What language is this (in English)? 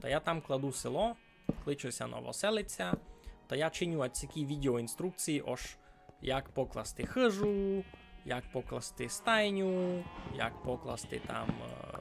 Rusyn